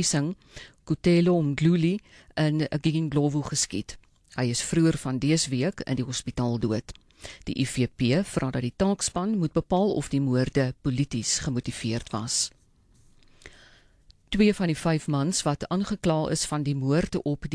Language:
Afrikaans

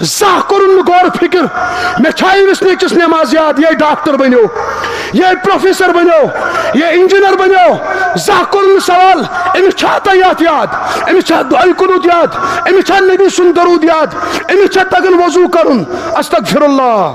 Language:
Kashmiri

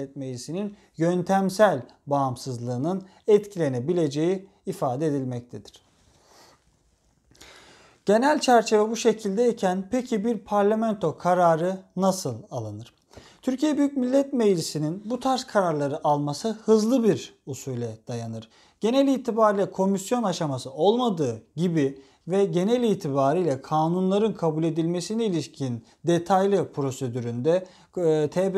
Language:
Turkish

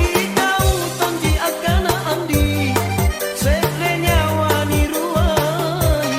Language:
Makasar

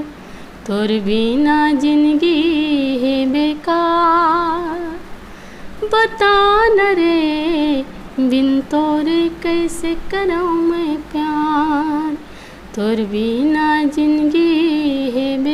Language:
Chhattisgarhi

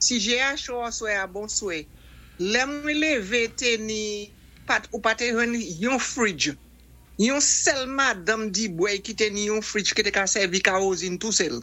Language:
Saint Lucian Creole French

